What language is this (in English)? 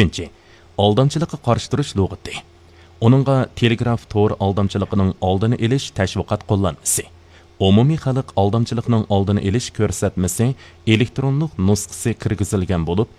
Uyghur